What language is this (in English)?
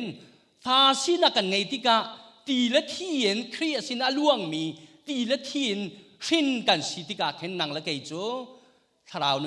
Hakha Chin